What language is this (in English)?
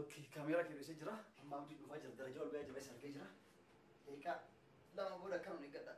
Oromo